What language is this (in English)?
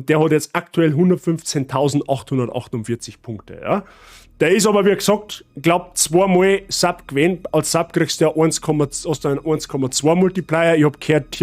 Bavarian